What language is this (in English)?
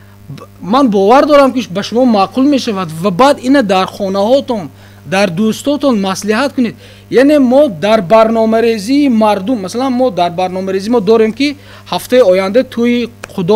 Tajik